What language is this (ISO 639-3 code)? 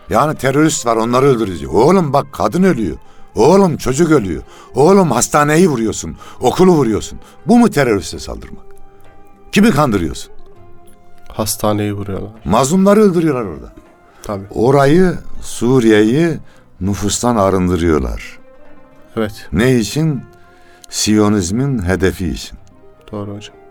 tur